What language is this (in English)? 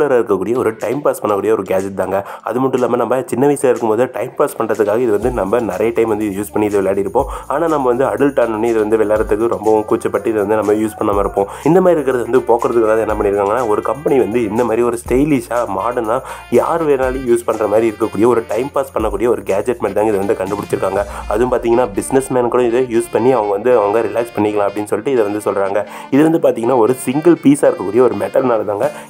Tamil